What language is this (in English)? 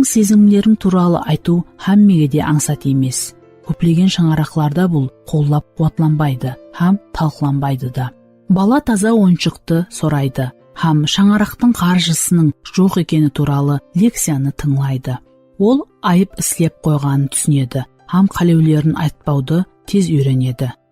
Kara-Kalpak